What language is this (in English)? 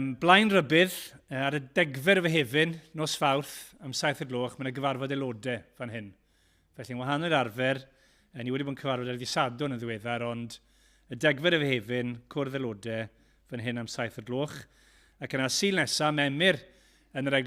Welsh